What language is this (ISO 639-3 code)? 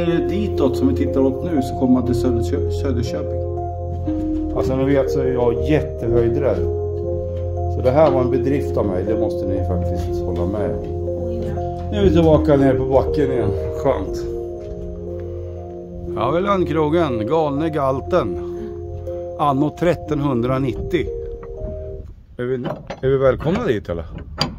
swe